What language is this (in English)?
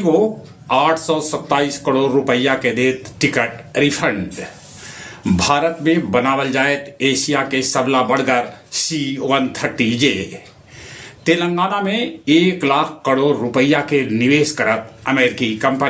Magahi